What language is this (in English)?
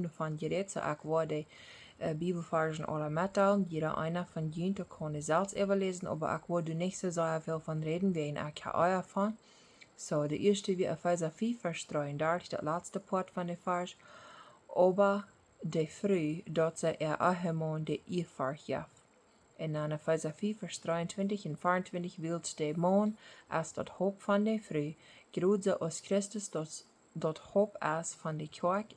Plautdietsch